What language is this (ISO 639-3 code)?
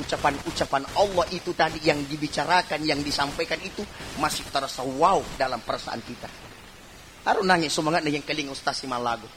bug